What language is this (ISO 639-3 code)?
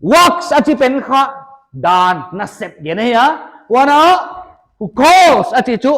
pck